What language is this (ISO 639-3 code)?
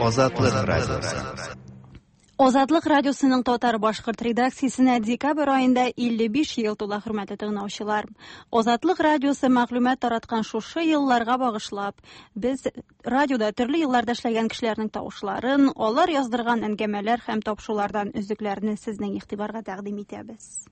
tat